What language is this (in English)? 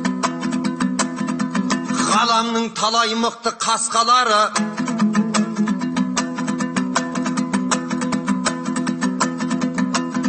Kazakh